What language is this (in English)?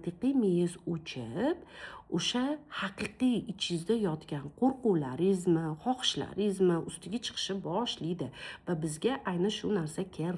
Uzbek